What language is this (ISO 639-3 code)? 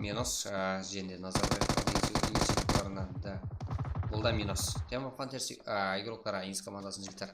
kaa